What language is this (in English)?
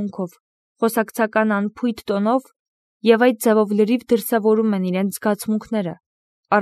Armenian